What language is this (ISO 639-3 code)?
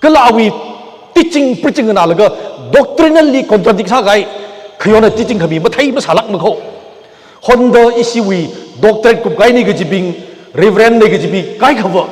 nmf